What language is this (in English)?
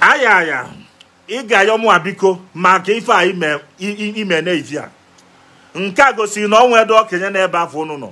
Igbo